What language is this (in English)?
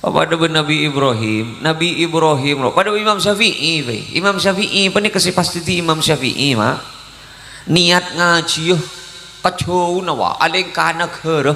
Madurese